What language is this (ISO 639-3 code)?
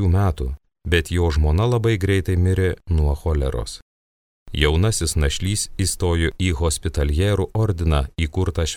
lit